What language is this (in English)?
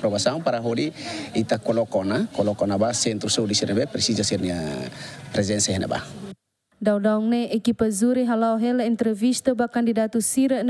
Tetum